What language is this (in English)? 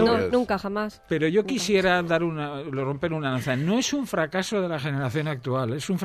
Spanish